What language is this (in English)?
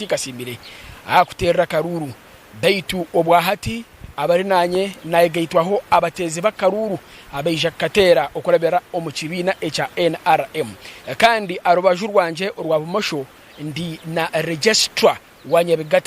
Nyankole